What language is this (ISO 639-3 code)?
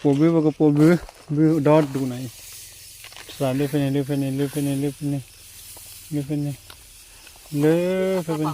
ksw